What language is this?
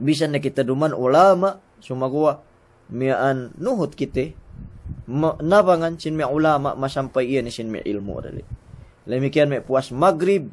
Yakan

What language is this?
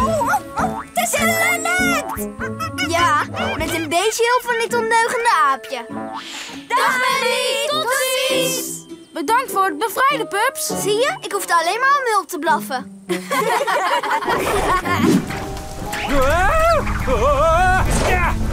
Dutch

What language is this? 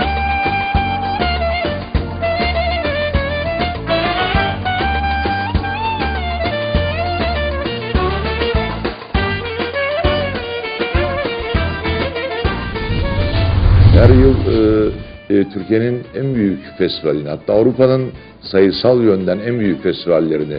Turkish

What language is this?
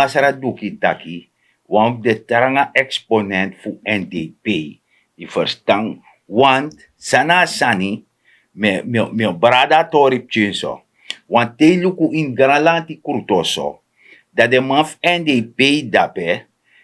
Sranan Tongo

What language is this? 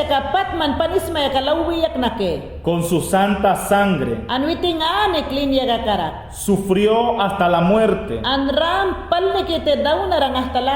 Mayangna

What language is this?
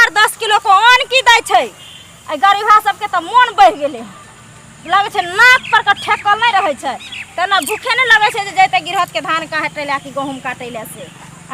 Maithili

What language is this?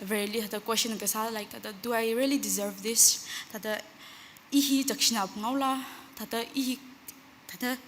Tangkhul Naga (India)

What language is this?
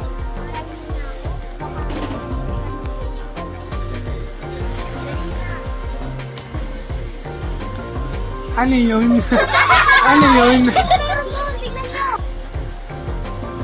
Filipino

